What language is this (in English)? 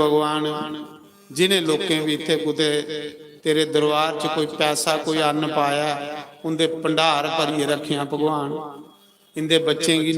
Dogri